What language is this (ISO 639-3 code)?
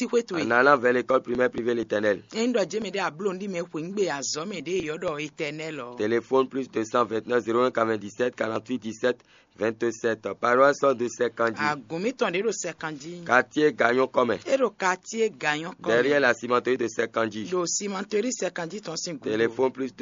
fon